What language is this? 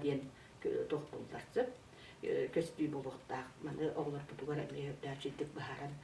Yakut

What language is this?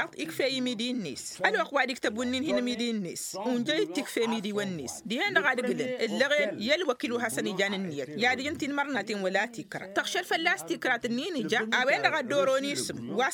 Tamasheq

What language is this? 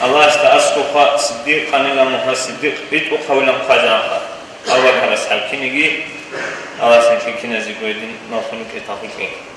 Avaric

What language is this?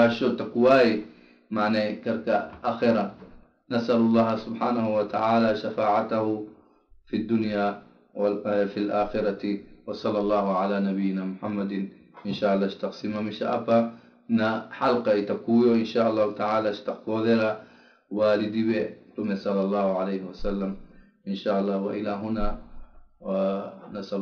Swahili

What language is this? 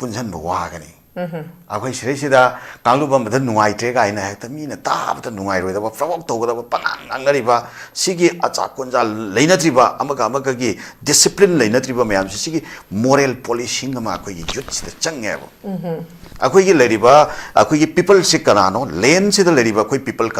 Manipuri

